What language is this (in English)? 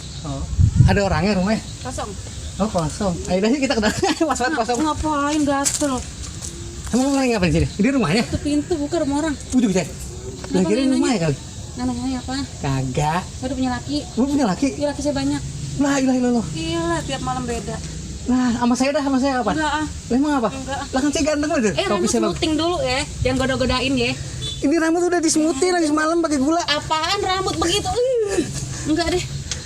Betawi